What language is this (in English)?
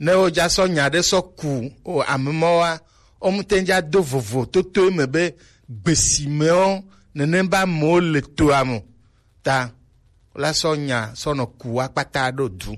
Gen